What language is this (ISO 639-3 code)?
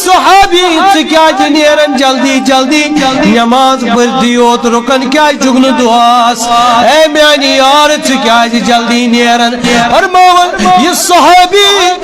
kas